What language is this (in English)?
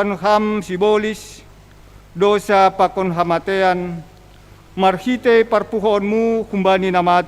Batak Simalungun